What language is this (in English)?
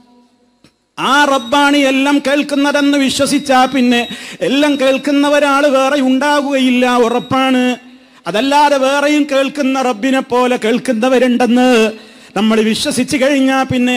Malayalam